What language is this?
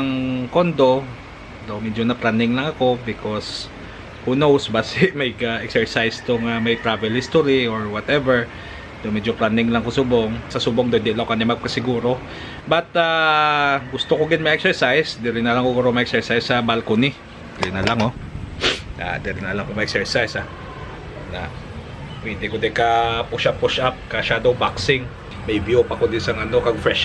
Hiligaynon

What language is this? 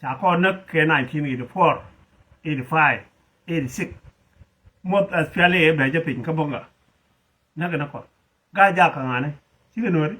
Nuer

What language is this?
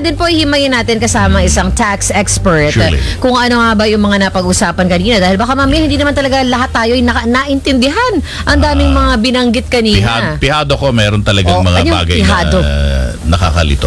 Filipino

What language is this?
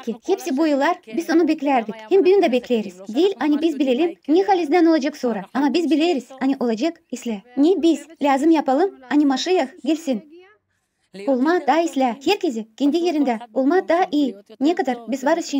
Gagauz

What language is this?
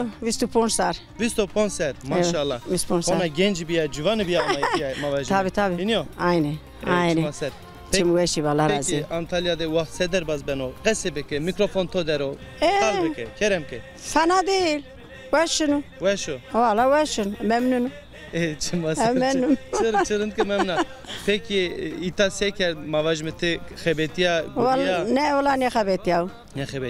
Zaza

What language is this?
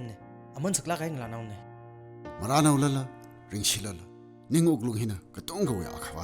Tangkhul Naga (India)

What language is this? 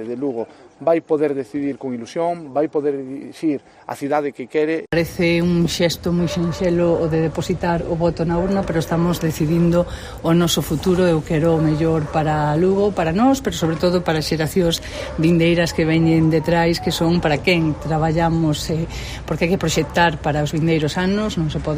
Galician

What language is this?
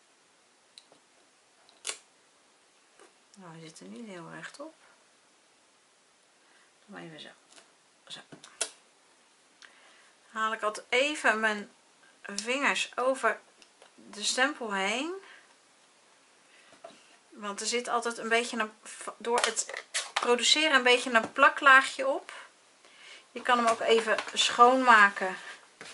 Dutch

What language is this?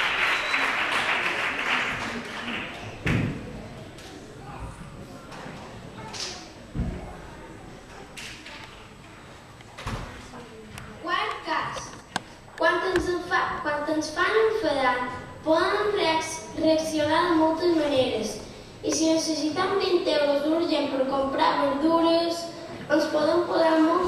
Catalan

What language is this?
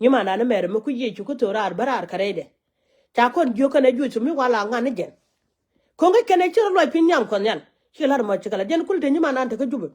Nuer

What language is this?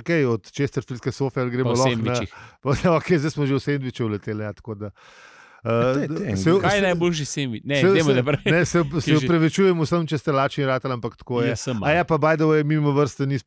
Slovenian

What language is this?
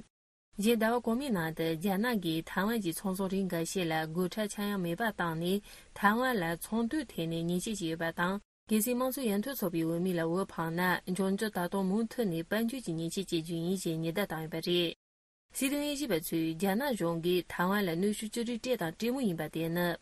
Tibetan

